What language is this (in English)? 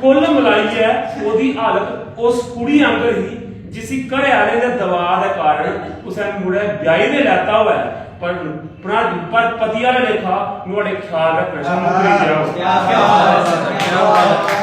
Dogri